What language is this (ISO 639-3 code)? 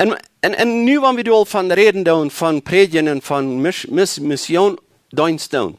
pdt